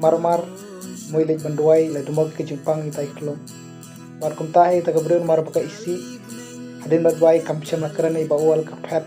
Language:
Khasi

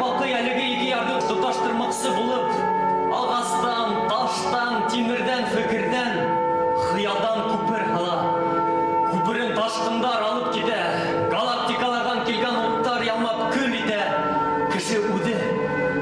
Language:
Bashkir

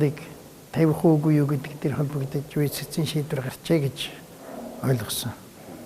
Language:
Mongolian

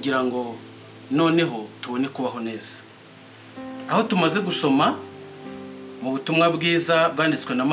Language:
Kinyarwanda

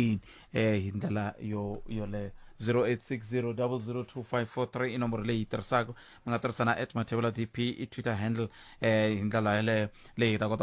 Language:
Tsonga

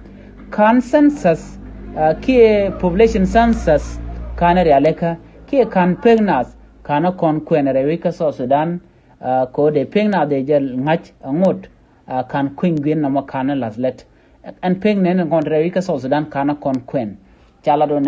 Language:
Nuer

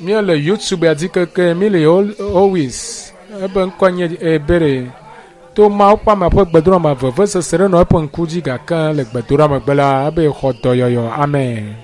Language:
Ewe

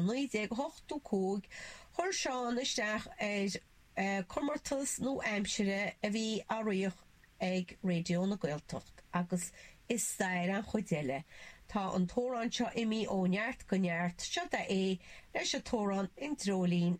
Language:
Irish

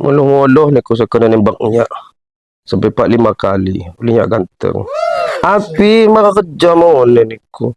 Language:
Lampung Api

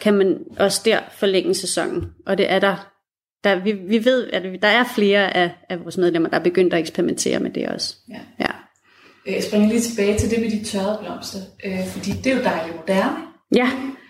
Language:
Danish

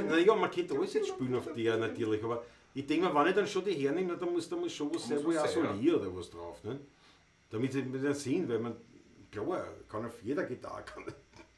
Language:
Bavarian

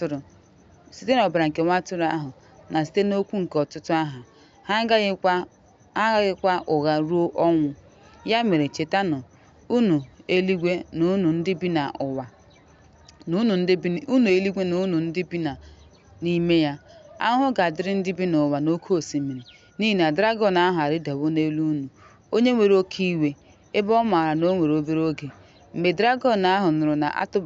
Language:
Igbo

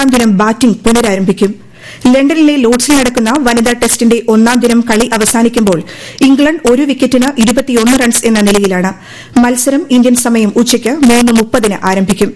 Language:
Malayalam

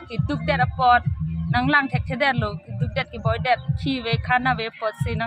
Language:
Karbi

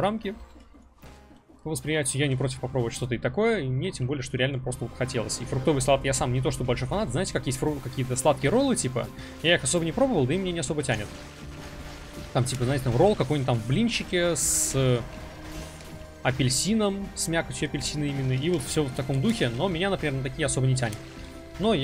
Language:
Russian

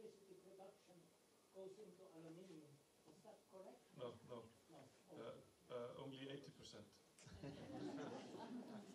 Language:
Faroese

